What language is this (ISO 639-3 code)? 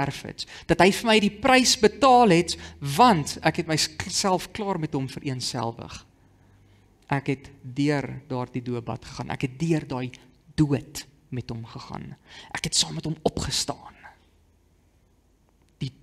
afr